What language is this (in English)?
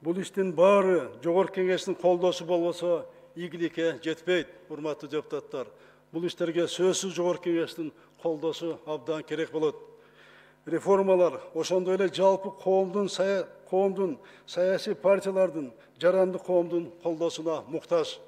Kyrgyz